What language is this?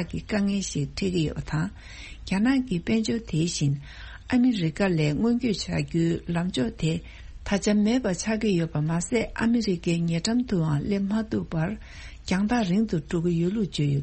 Tibetan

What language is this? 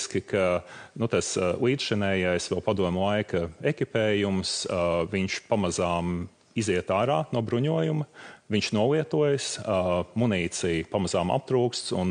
Latvian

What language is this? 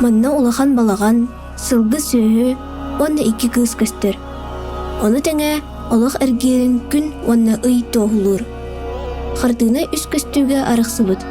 Yakut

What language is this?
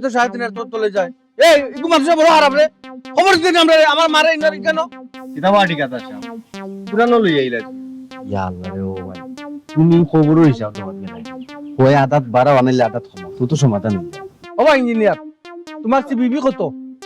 Sylheti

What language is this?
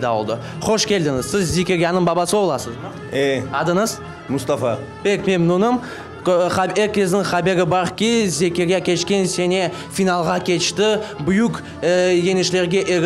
Crimean Tatar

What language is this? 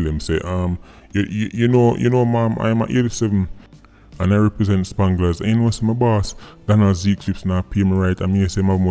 Jamaican Creole English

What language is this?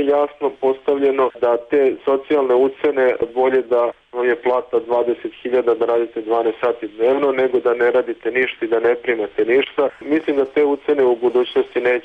Serbian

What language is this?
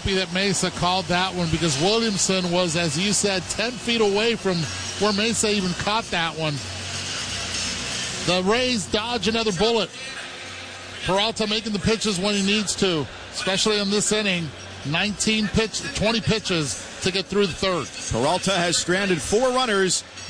English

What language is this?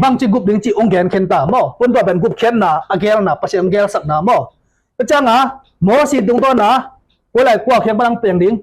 Tedim Chin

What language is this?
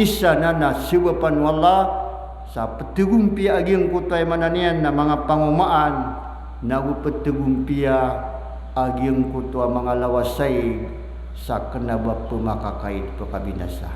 Maranao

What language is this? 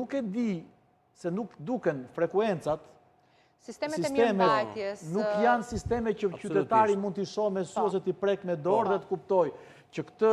Albanian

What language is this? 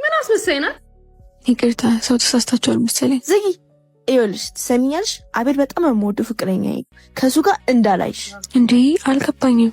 Amharic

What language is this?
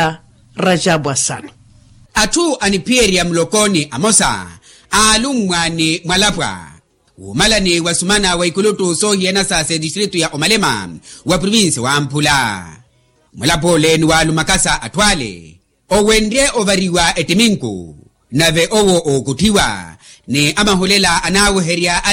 Makhuwa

